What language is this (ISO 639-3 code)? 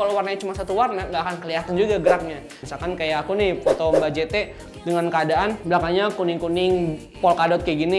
ind